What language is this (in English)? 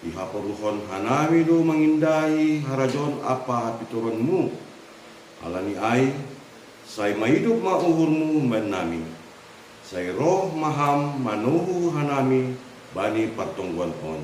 Batak Simalungun